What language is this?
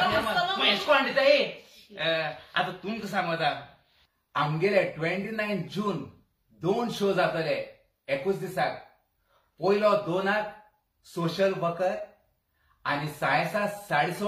Konkani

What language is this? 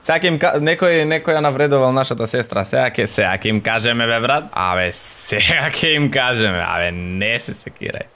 Macedonian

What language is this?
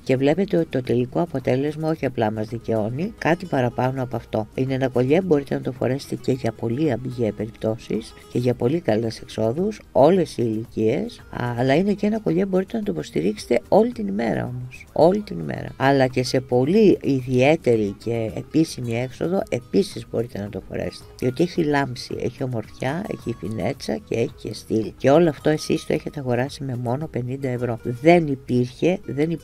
Greek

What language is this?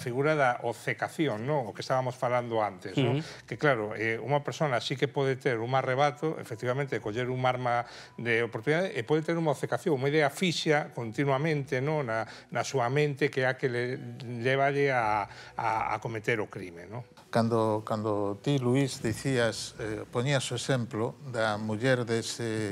Galician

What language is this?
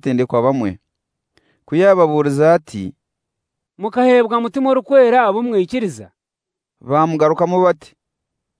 Kinyarwanda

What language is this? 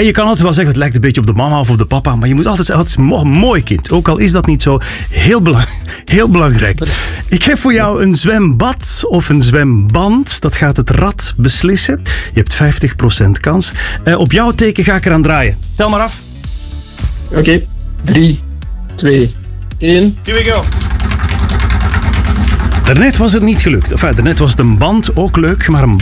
Dutch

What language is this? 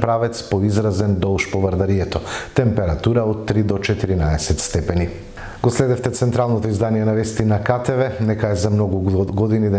Macedonian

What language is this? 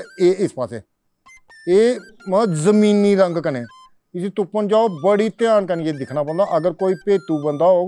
Dogri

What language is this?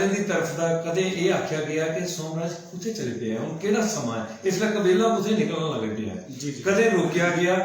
Dogri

